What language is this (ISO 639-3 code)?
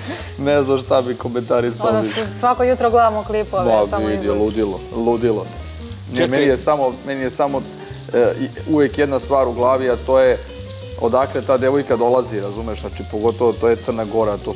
bos